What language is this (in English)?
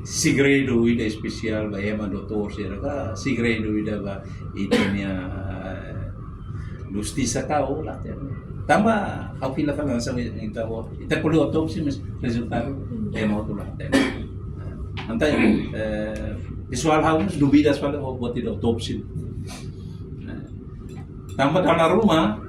Tetum